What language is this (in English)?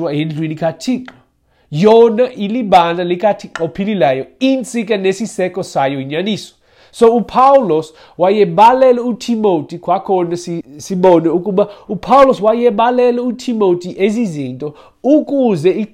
Xhosa